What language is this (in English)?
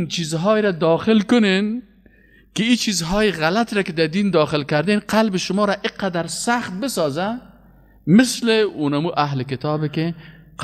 Persian